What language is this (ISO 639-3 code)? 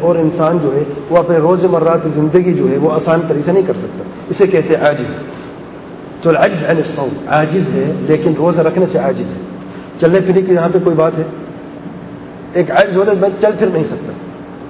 urd